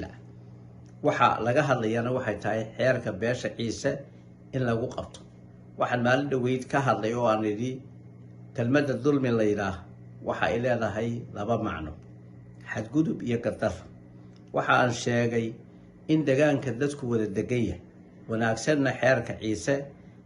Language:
Somali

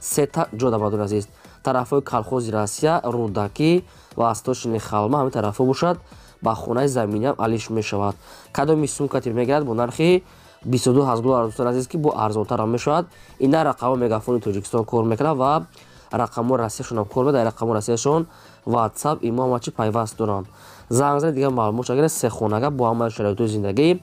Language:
Tajik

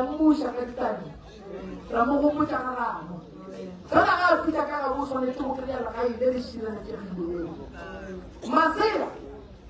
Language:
Northern Sotho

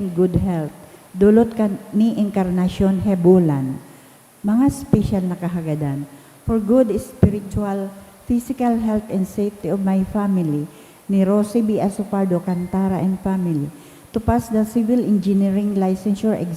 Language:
Bikol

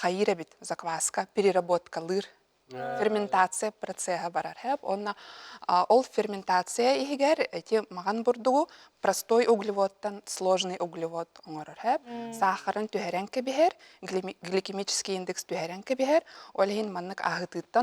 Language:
Yakut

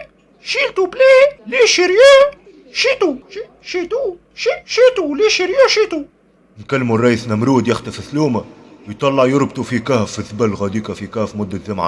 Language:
Tunisian Arabic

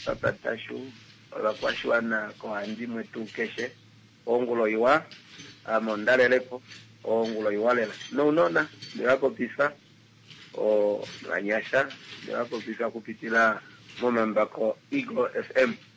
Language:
Kuanyama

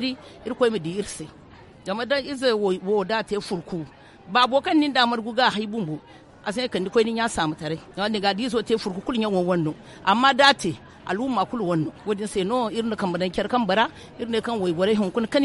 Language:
Zarma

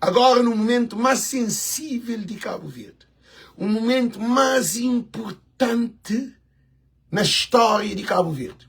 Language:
Kabuverdianu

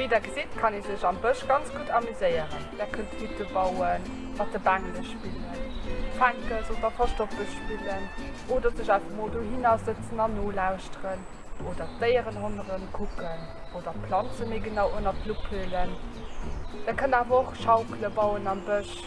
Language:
Luxembourgish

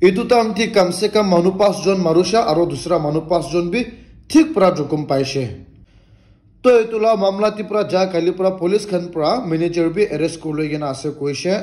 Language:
Naga Pidgin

